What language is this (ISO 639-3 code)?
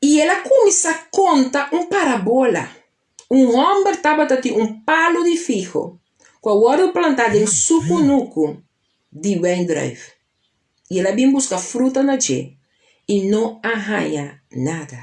pap